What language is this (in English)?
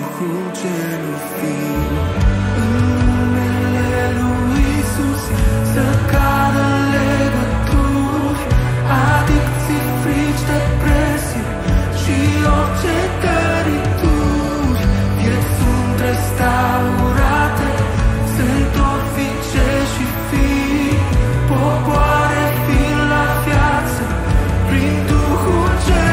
Romanian